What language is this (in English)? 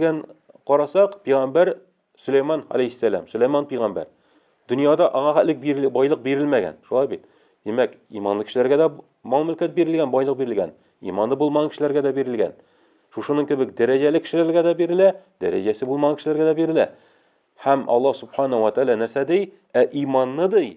Tatar